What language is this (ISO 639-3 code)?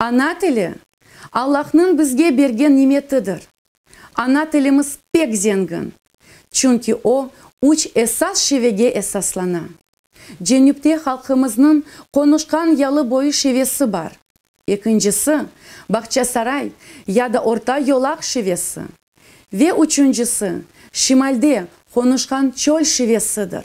crh